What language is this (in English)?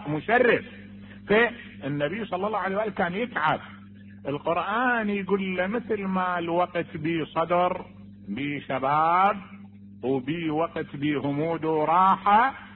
Mesopotamian Arabic